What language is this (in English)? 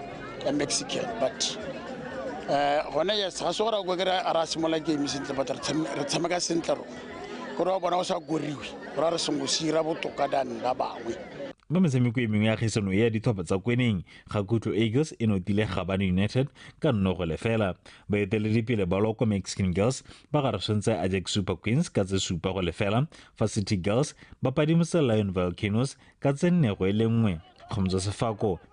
Tswana